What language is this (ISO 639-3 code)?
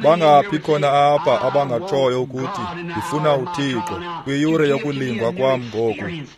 xho